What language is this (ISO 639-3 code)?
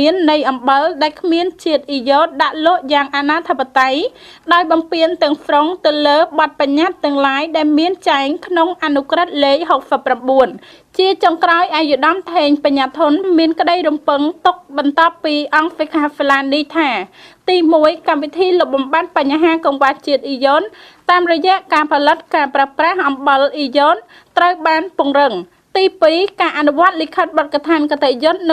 khm